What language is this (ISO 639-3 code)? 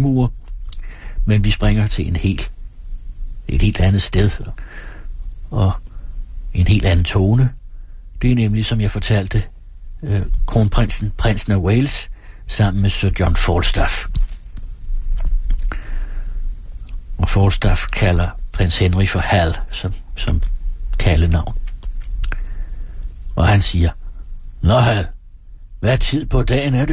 dan